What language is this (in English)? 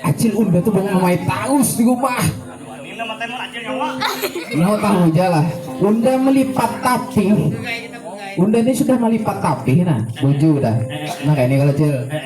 Banjar